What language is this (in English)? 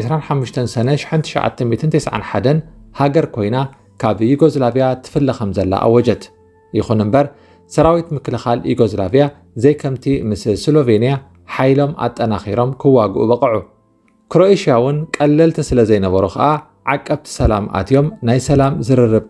Tigrinya